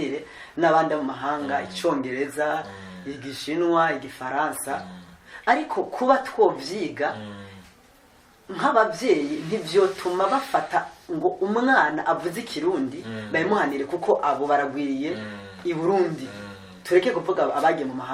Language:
Rundi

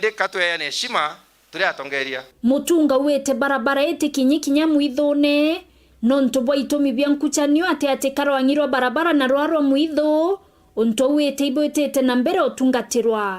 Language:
Meru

